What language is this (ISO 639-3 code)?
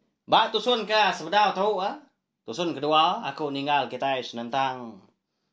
iba